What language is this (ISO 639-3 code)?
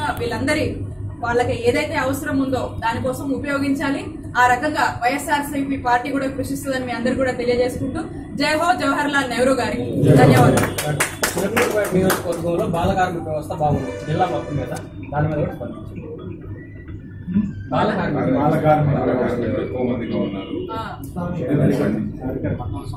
tel